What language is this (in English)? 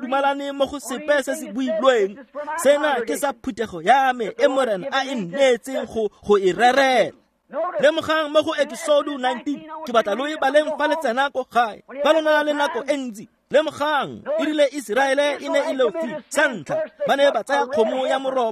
Tswana